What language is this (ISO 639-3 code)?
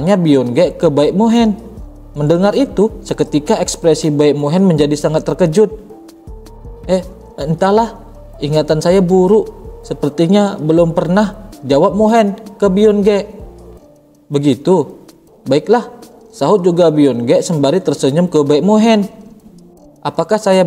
ind